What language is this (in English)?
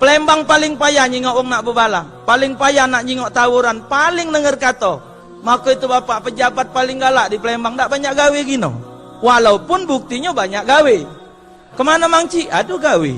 Musi